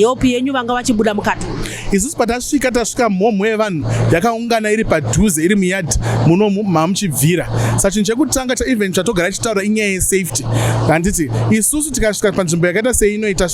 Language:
Shona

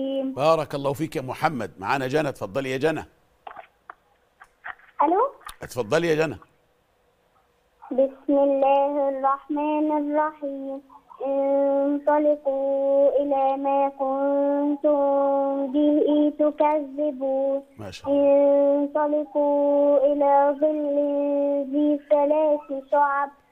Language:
Egyptian Arabic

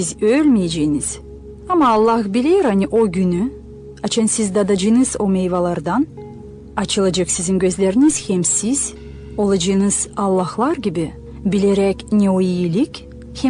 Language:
Gagauz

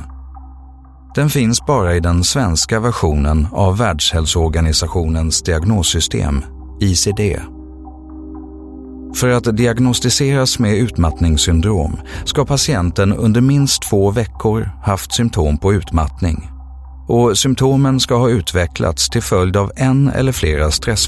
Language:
Swedish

